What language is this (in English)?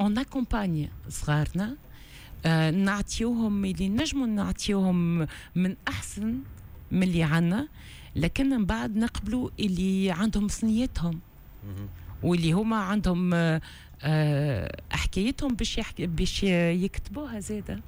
Tunisian Arabic